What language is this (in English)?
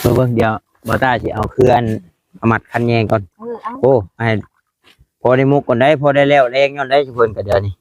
Northeastern Thai